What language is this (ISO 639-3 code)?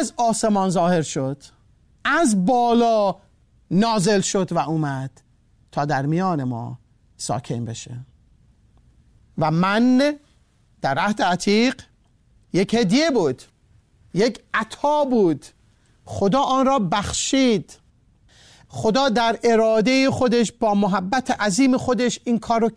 fas